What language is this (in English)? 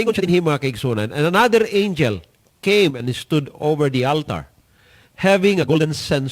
Cebuano